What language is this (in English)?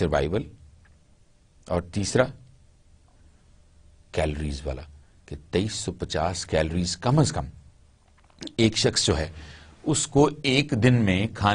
Urdu